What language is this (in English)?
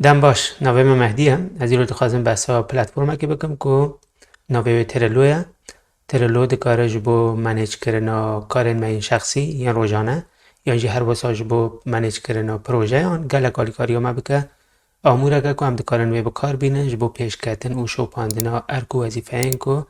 Kurdish